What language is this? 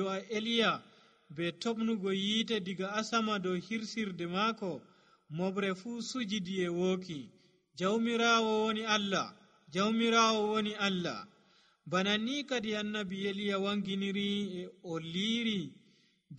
Nigerian Fulfulde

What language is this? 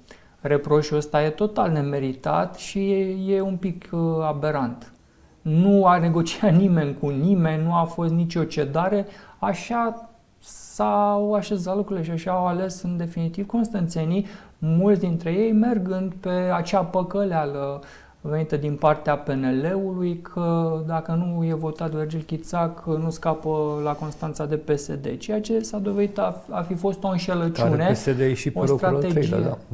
Romanian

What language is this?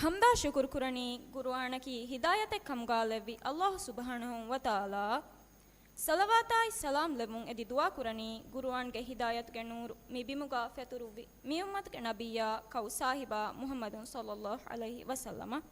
Divehi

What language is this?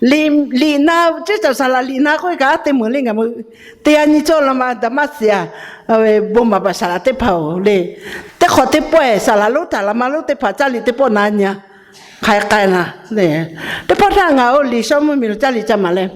Lahu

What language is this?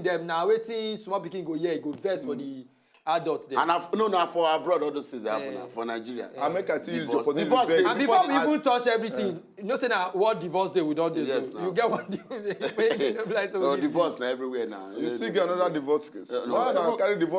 Nigerian Pidgin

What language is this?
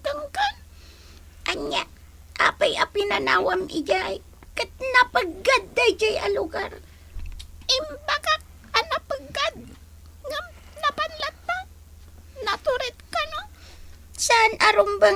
Iloko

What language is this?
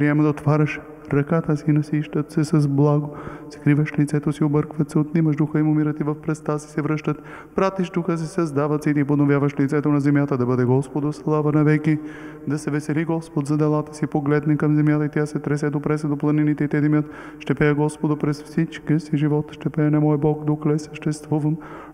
Bulgarian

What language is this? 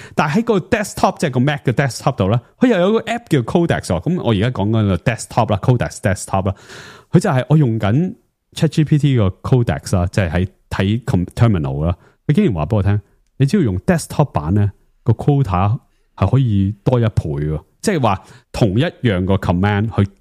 Cantonese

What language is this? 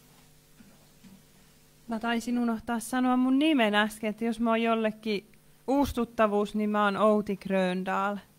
Finnish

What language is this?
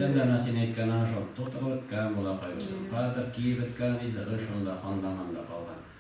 Tatar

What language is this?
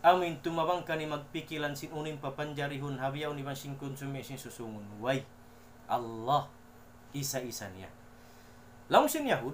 Tausug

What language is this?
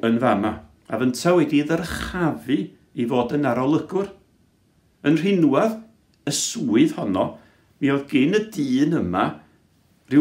Welsh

